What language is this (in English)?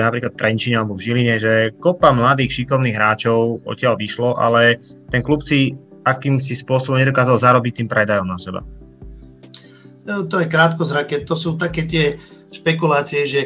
Slovak